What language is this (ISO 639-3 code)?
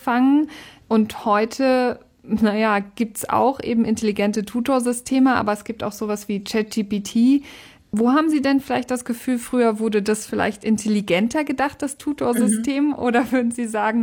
deu